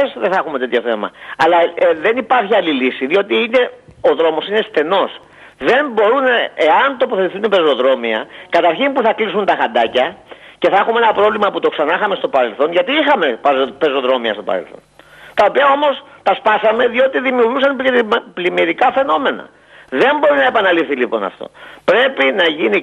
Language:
Greek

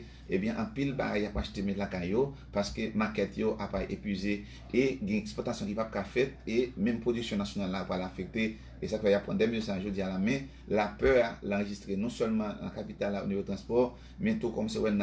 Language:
Haitian Creole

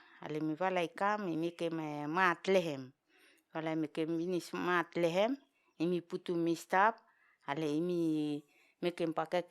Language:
Vao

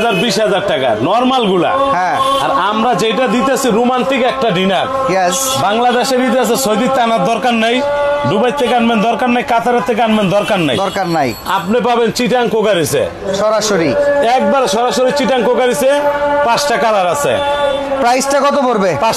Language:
Bangla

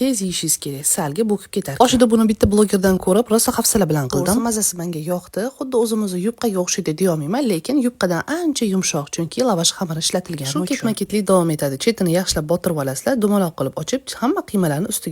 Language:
Uzbek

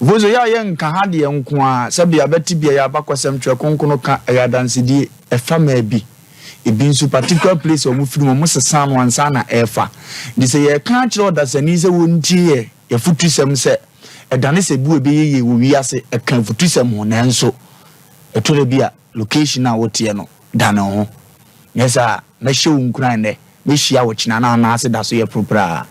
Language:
Akan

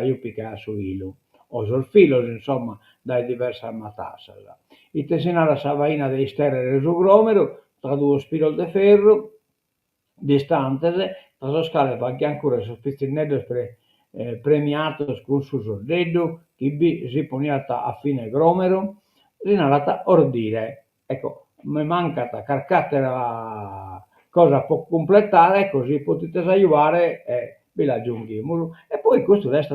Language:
Sardinian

